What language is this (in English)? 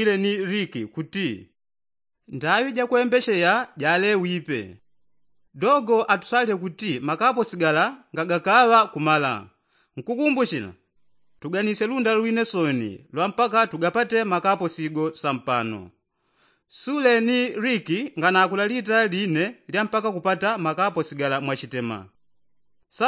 Yao